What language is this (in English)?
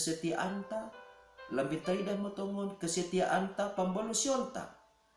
Batak Simalungun